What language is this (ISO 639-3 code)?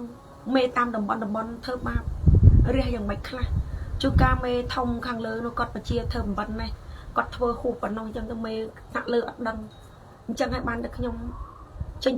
khm